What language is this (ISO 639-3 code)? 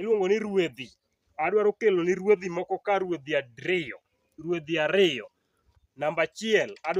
luo